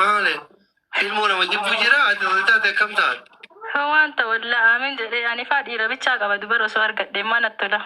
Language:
Oromo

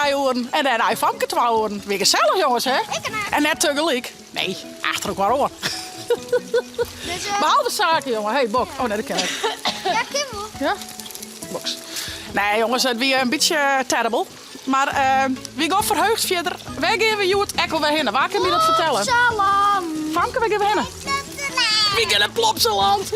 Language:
Western Frisian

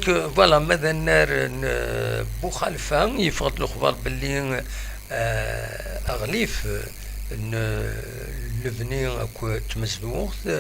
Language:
Kabyle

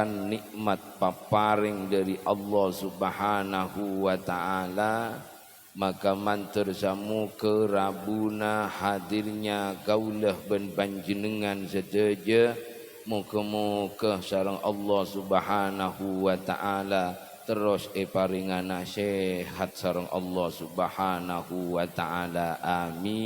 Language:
Madurese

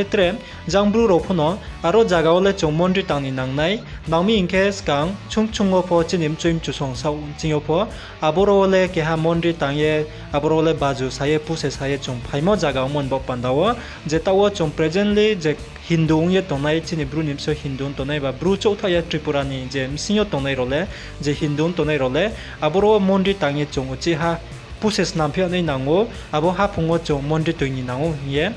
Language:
Riang (India)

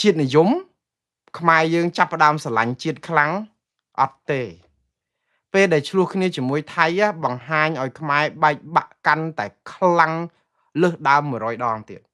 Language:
Khmer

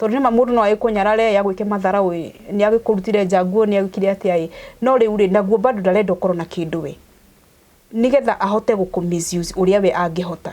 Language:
Kikuyu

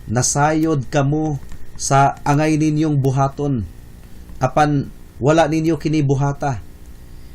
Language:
Cebuano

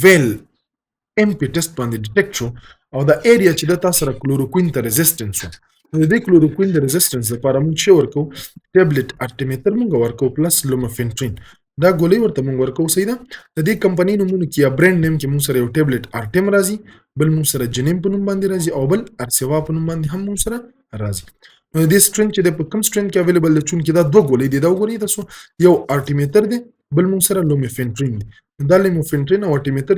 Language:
Pashto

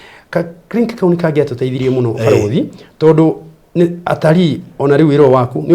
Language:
Kikuyu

